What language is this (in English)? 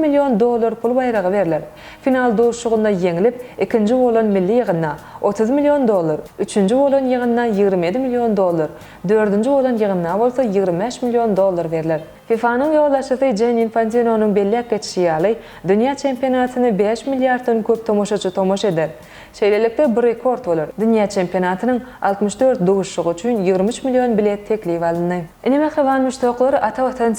Turkmen